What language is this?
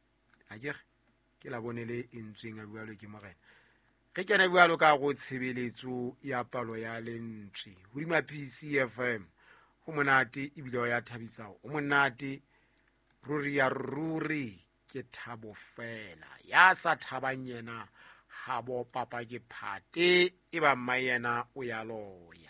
Southern Sotho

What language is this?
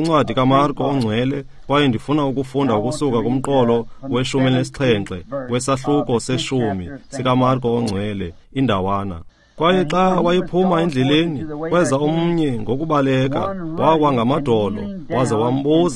Xhosa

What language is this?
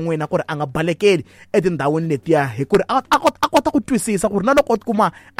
Tsonga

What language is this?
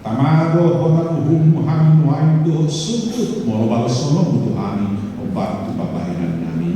Batak Toba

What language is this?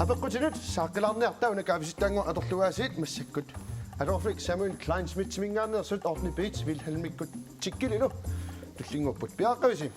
Kalaallisut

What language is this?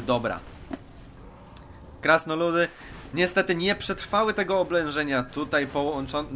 Polish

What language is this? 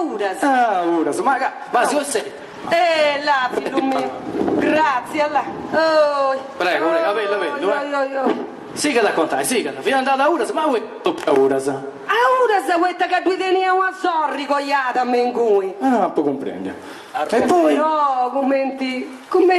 Sardinian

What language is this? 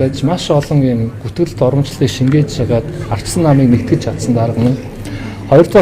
Mongolian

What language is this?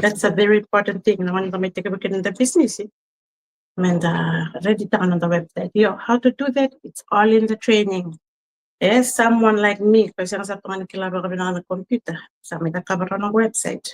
Fijian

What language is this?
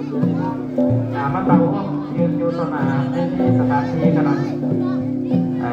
Lao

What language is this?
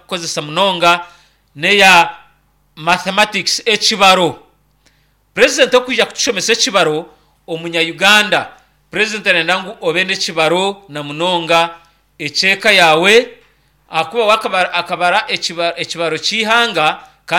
Nyankole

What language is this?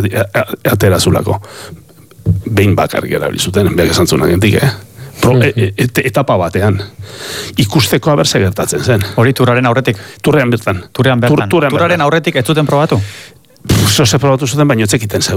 Basque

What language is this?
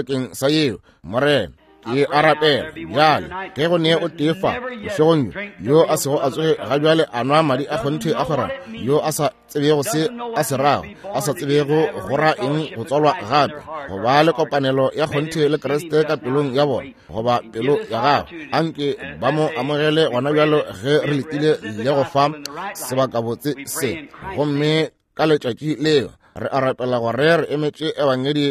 Northern Sotho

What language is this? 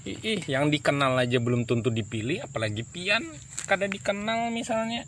Banjar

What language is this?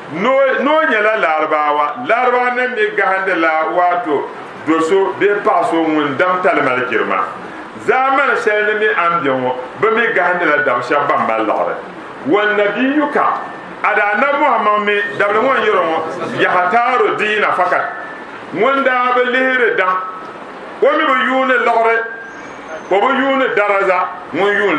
Dagbani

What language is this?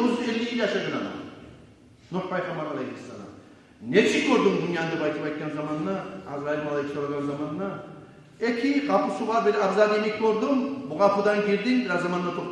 Kumyk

